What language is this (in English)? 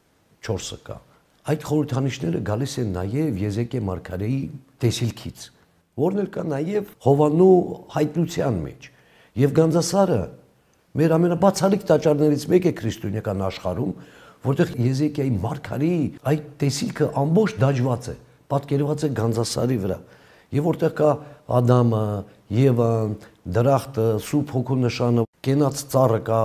Armenian